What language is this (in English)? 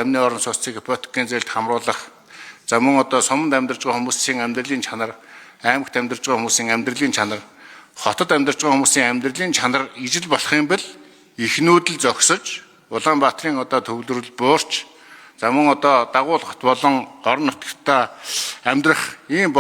Mongolian